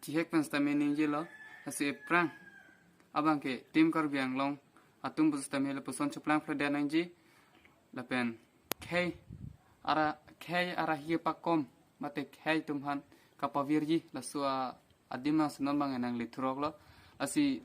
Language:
Karbi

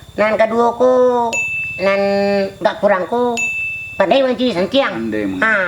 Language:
Minangkabau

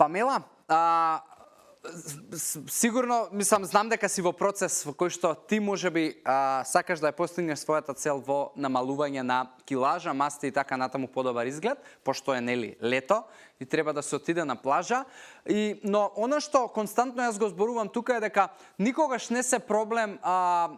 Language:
Macedonian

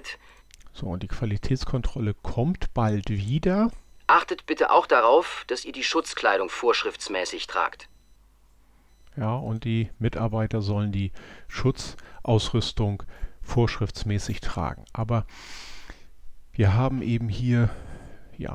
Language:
German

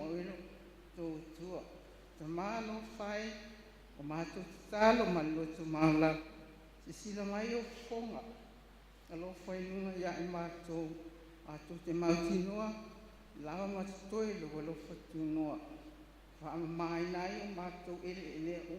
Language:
Samoan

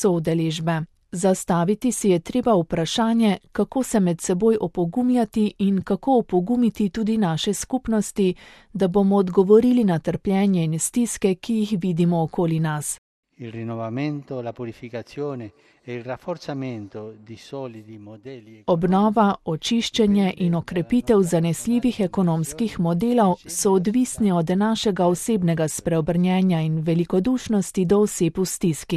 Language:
Slovenian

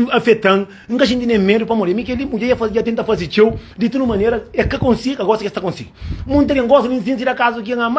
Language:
Kabuverdianu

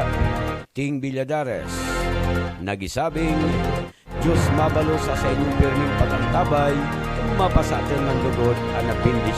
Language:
Buhi'non Bikol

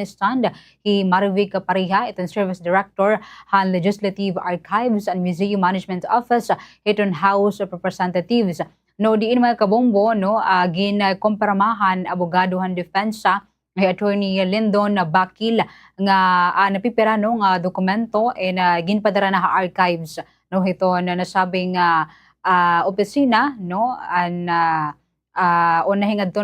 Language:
Waray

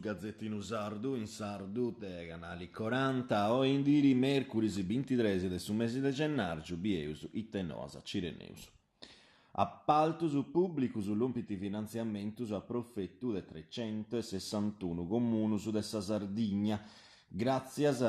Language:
Sardinian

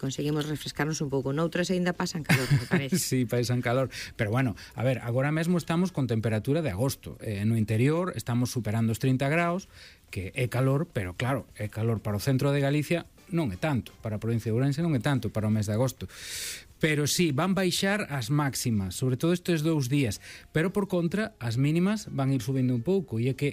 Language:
Galician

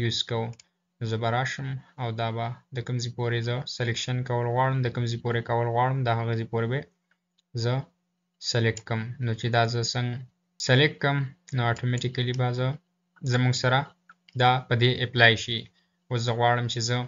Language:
Pashto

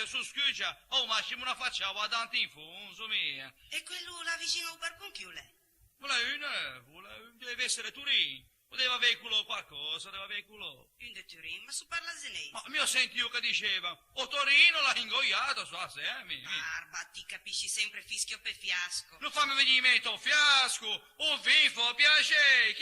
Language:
Ligurian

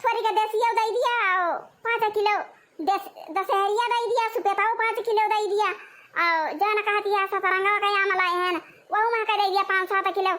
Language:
Awadhi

